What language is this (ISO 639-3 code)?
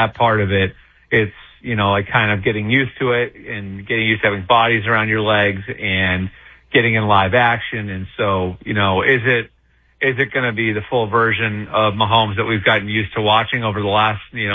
eng